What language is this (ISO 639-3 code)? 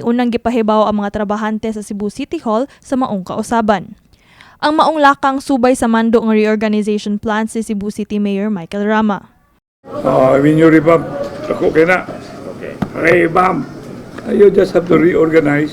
ceb